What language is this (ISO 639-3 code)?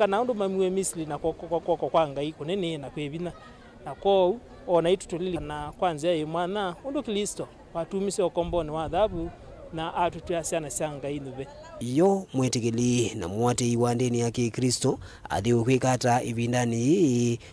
kam